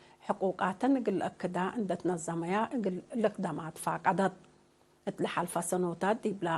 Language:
Tigre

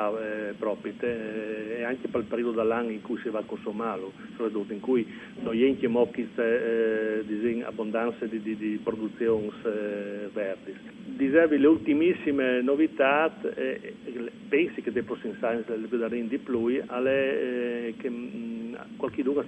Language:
Friulian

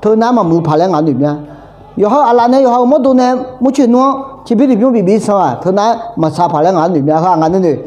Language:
Akha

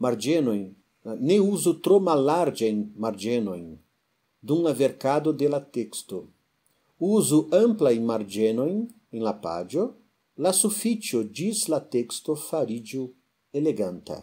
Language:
Esperanto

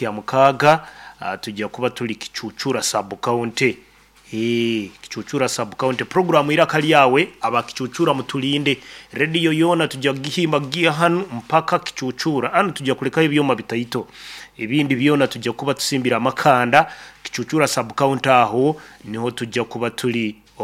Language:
Nyoro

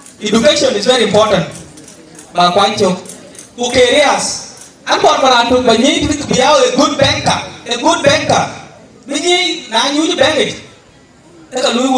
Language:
Dinka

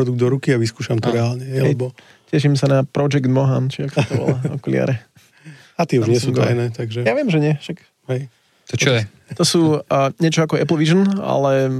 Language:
Slovak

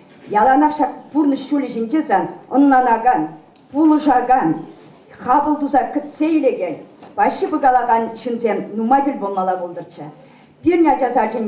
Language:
Chuvash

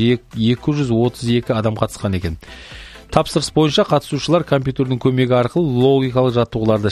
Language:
Kazakh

